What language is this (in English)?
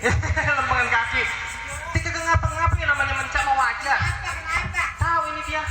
Betawi